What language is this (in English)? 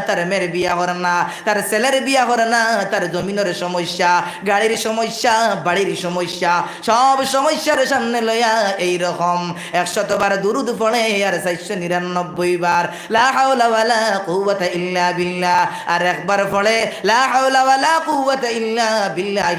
Sylheti